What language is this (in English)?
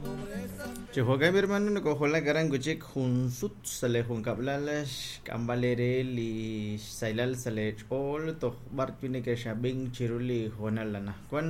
Kekchí